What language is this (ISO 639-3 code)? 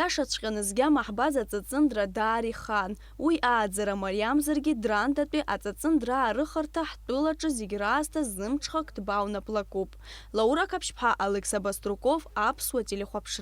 abk